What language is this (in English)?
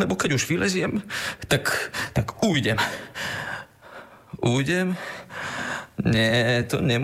Slovak